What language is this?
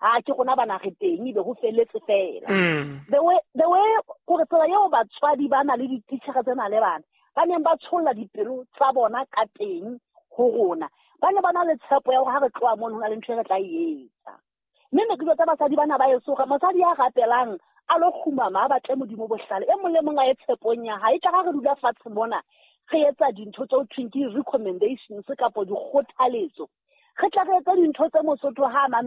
Southern Sotho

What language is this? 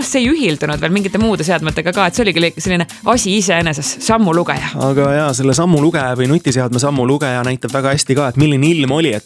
Estonian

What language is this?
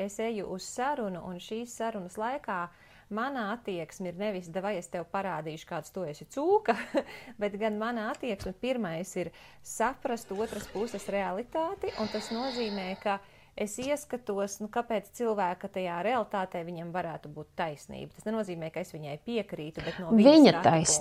Latvian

